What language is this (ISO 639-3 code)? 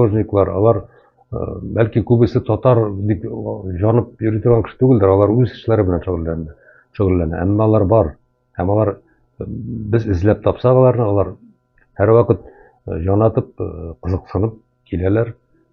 tat